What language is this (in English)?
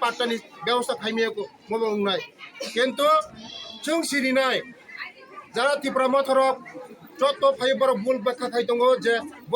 Riang (India)